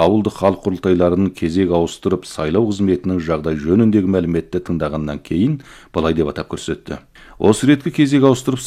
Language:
Kazakh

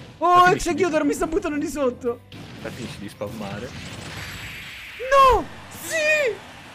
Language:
Italian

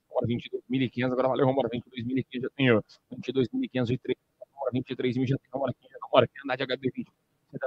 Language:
Portuguese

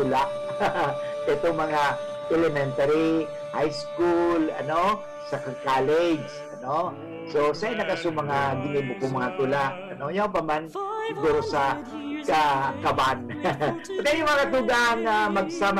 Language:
Bikol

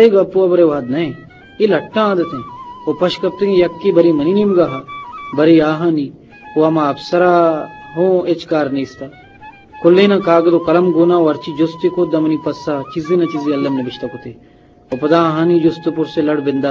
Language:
Eastern Balochi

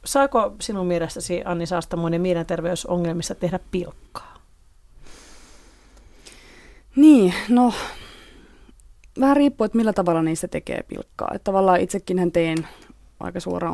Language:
Finnish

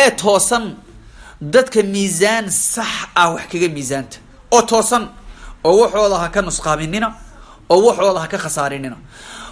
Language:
Somali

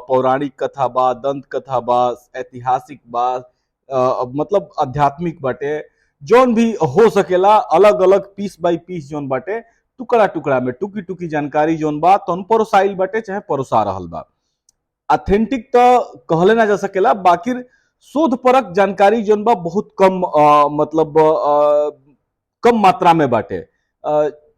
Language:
Bhojpuri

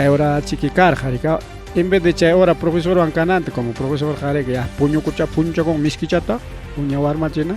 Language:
Ayacucho Quechua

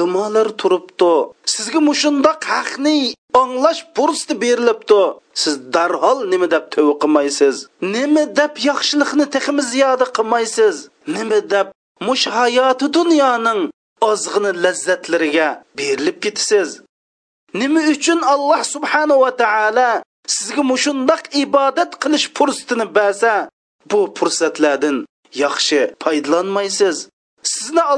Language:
Uyghur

